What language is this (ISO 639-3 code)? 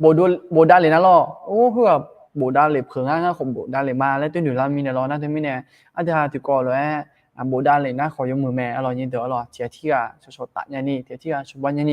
ahk